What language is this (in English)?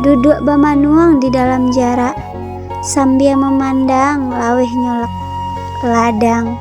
Minangkabau